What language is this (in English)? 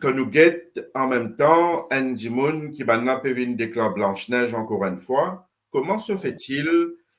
Morisyen